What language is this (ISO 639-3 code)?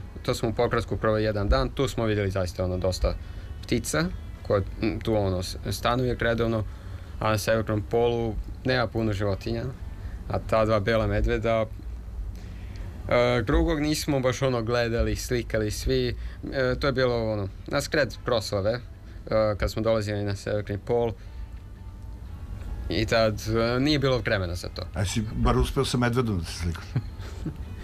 srp